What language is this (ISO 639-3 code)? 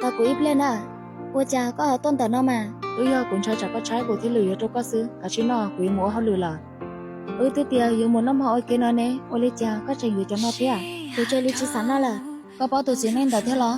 hmn